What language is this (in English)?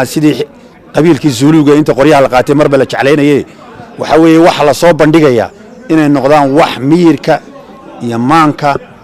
Somali